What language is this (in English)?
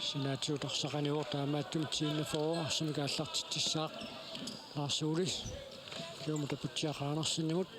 Kalaallisut